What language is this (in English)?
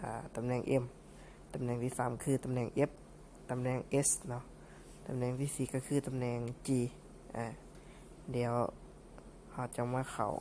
Lao